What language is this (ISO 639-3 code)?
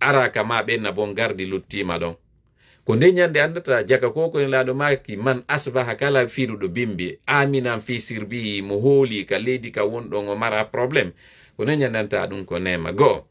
ful